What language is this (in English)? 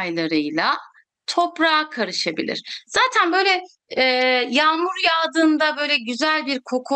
Turkish